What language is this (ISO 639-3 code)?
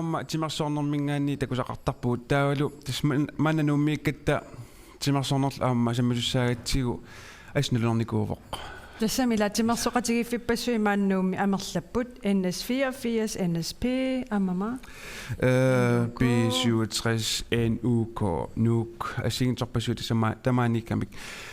kal